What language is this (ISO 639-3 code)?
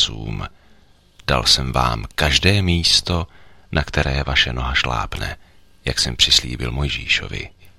ces